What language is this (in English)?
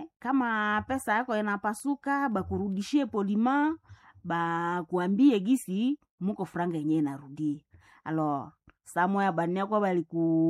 Swahili